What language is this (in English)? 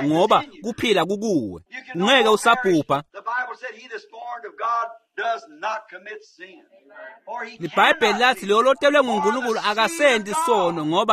Swati